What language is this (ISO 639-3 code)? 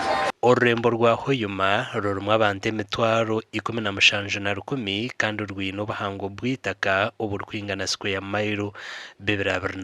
nyn